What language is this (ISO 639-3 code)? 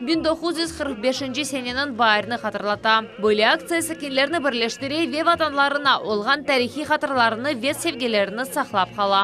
crh